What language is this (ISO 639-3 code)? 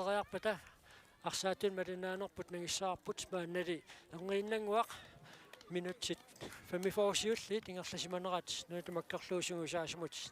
kal